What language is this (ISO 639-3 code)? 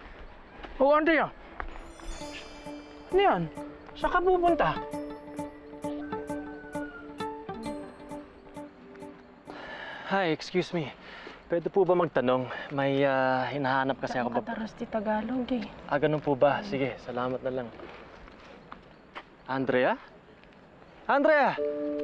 fil